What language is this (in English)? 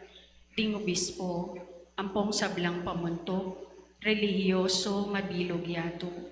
Pampanga